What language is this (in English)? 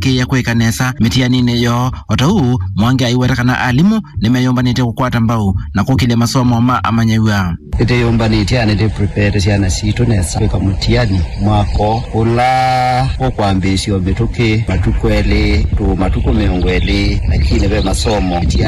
Kamba